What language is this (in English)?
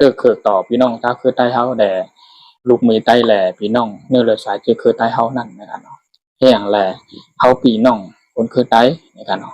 Shan